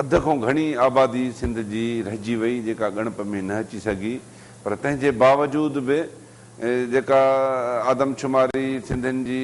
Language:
Sindhi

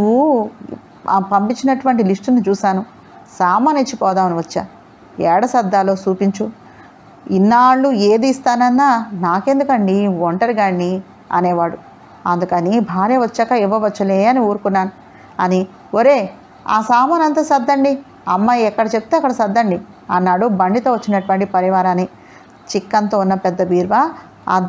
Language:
Telugu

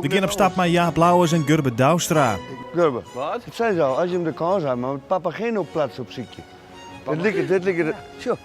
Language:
Western Frisian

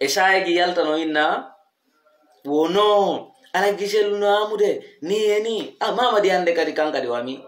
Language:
Fula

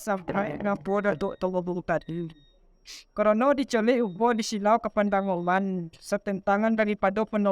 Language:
Minangkabau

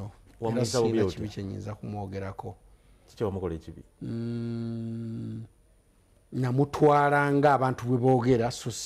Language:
Ganda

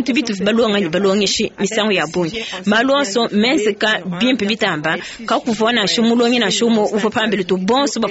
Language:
Luba-Lulua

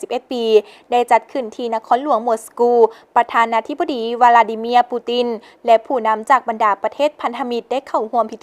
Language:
Lao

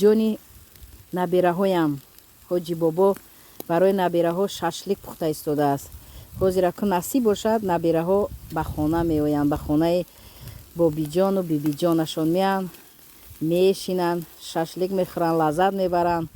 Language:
Tajik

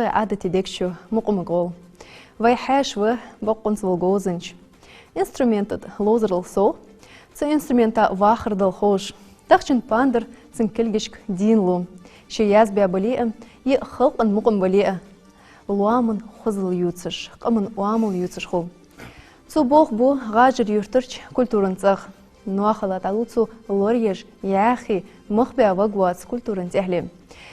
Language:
Ingush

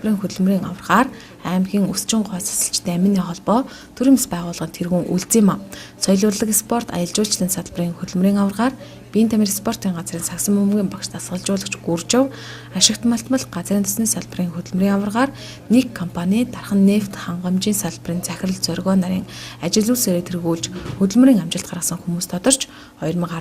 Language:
Mongolian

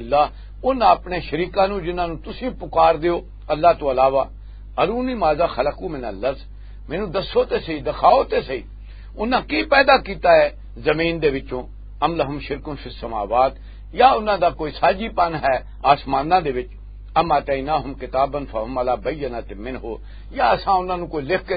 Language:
Western Panjabi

